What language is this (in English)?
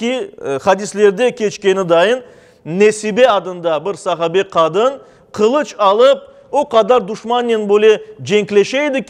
Crimean Tatar